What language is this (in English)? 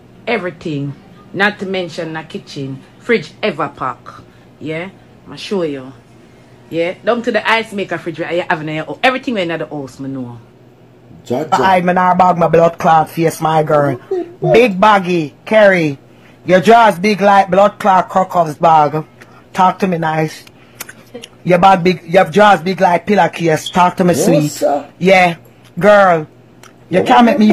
Jamaican Creole English